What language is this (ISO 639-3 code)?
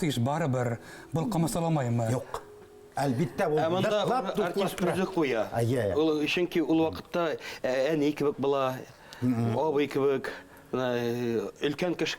bak